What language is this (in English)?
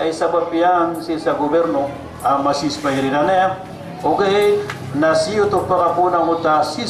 Maranao